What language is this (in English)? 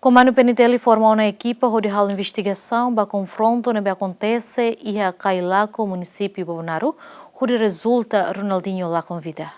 Tetum